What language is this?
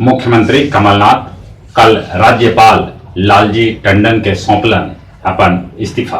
Magahi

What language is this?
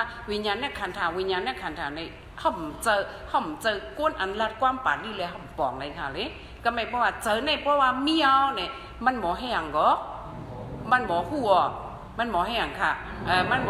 Shan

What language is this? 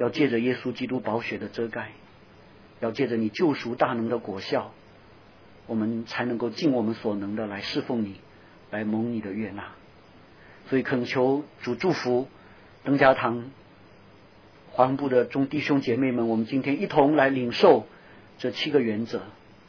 Chinese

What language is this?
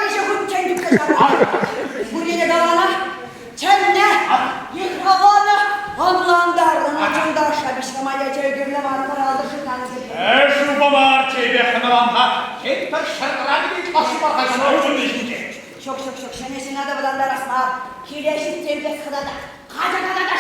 Chuvash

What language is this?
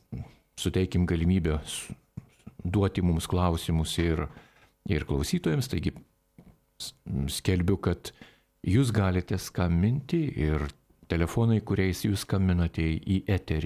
Lithuanian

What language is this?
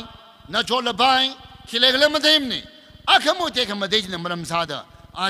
Tangkhul Naga (India)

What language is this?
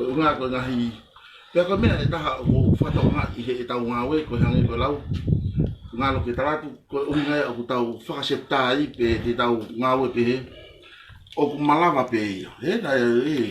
Tongan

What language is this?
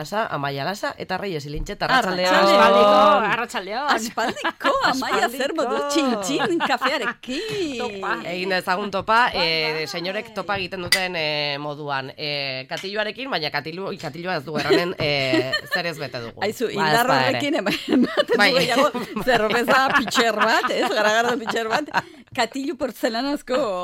Basque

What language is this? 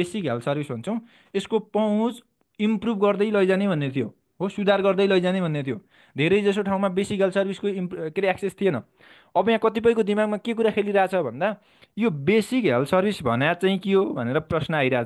Nepali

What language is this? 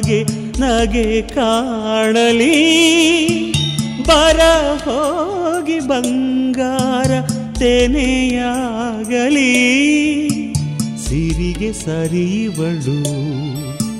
Kannada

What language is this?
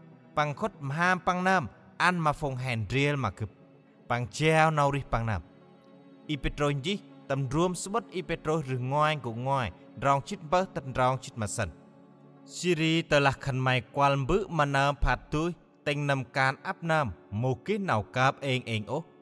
Central Mnong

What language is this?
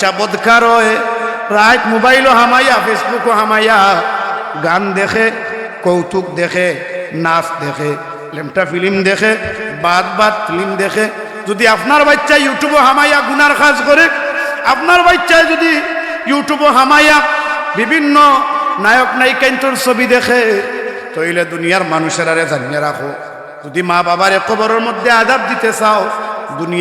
Sylheti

